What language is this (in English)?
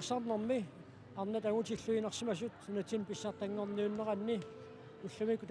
Kalaallisut